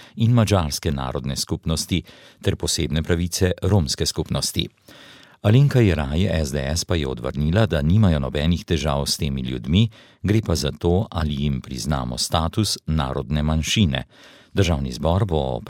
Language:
Slovenian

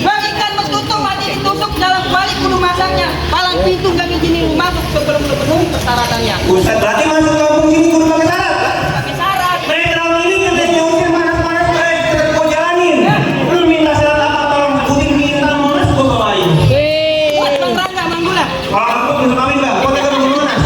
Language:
Betawi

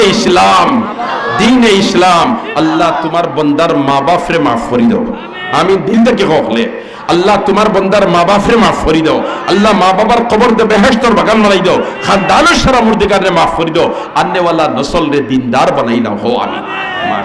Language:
Sylheti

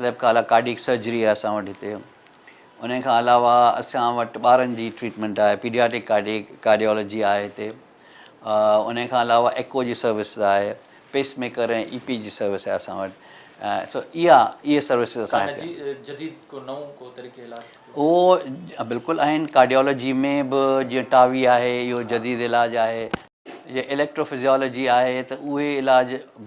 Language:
Sindhi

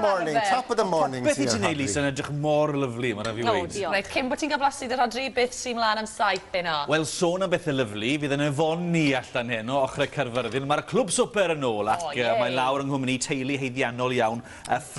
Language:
Welsh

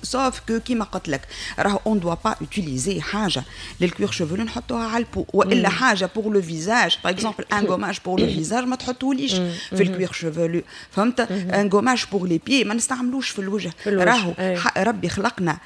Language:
Tunisian Arabic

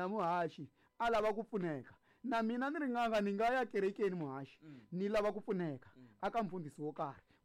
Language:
Tsonga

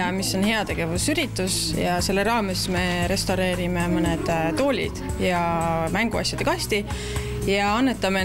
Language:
Estonian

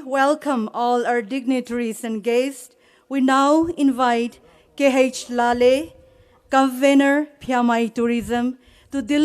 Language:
Poumei Naga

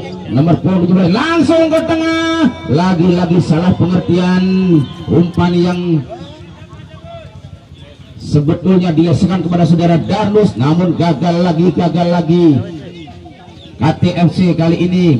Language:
Indonesian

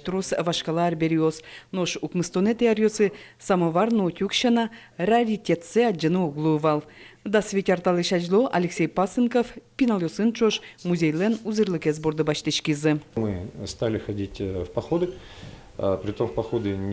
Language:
Udmurt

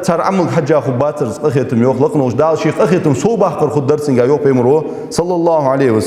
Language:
Ingush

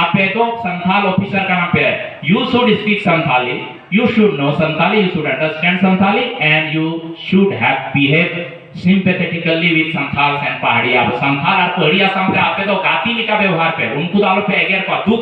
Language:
Santali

